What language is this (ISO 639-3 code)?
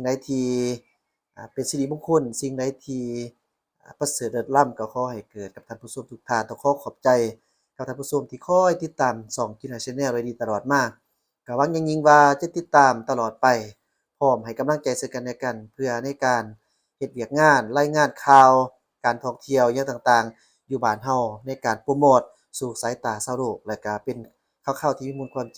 lao